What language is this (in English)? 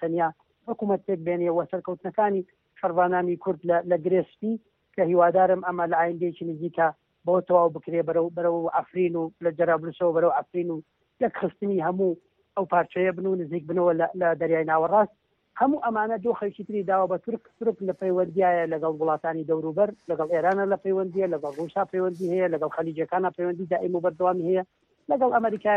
Central Kurdish